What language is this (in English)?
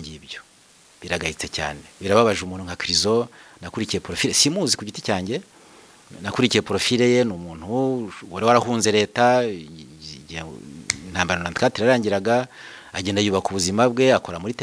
Kinyarwanda